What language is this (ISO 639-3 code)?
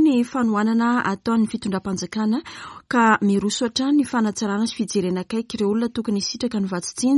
mlg